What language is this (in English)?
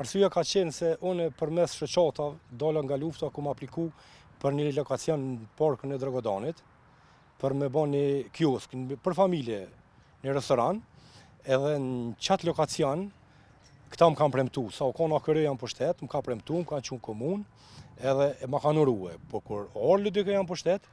Albanian